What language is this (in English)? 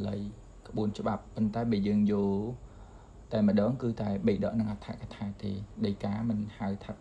Khmer